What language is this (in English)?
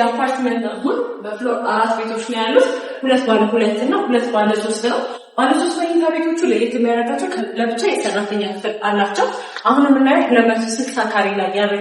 Amharic